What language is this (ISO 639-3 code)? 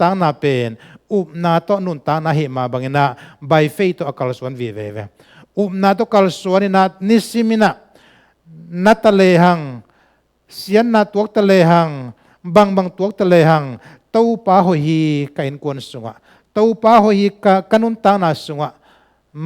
ctd